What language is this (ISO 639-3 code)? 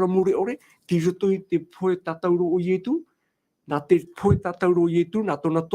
tah